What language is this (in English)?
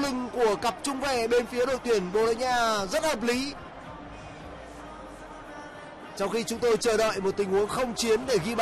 Vietnamese